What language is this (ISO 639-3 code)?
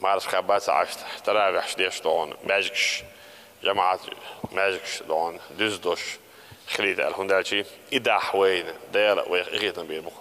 che